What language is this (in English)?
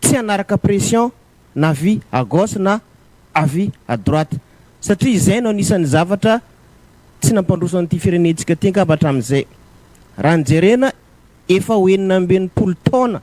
Malagasy